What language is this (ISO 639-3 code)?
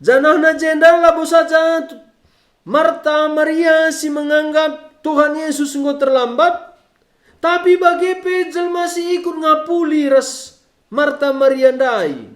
btx